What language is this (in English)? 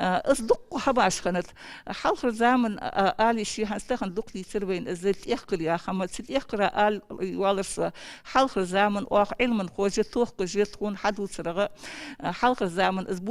Ingush